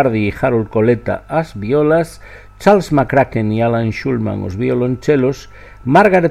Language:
Galician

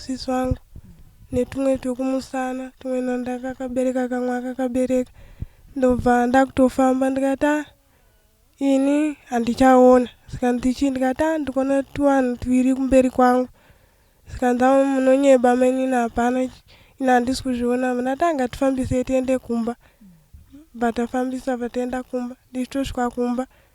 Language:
Shona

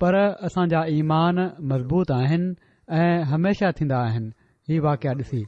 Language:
Sindhi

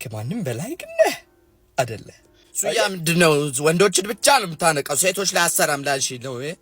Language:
Amharic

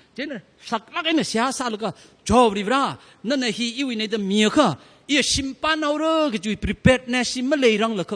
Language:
Tangkhul Naga (India)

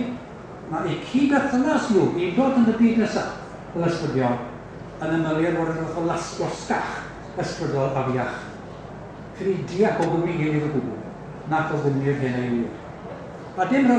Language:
Welsh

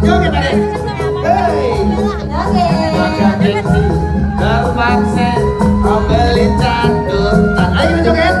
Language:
Betawi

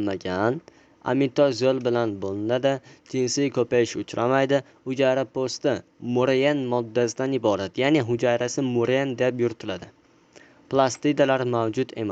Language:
Uzbek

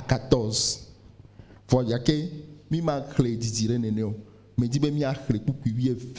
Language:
Ewe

